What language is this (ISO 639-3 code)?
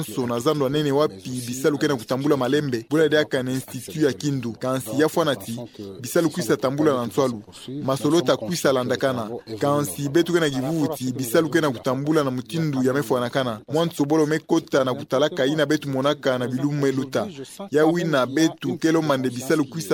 ktu